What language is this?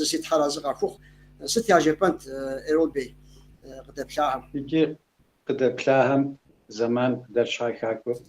Kabardian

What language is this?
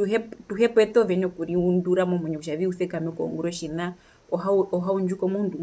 Herero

